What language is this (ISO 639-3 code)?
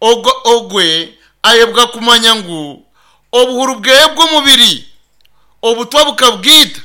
nyn